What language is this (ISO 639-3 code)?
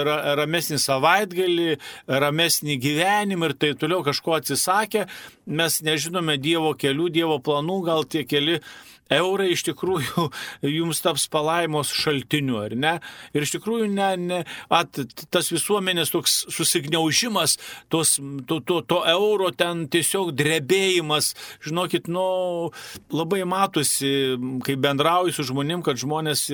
lit